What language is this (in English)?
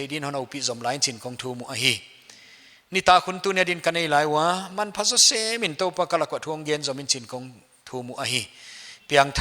Paite Chin